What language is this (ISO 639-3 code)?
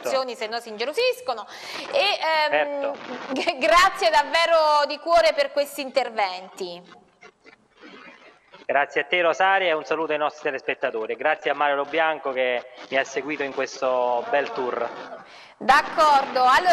ita